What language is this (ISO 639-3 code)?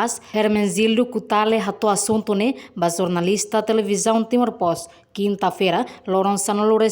tet